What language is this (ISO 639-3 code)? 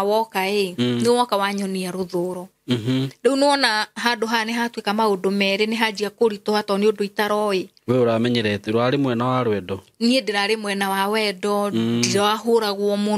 kik